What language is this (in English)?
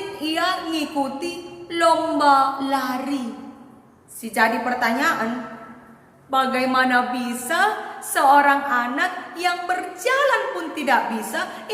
Batak Karo